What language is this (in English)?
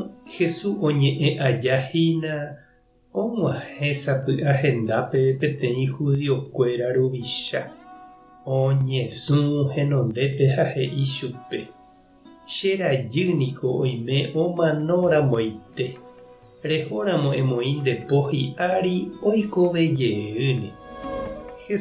Guarani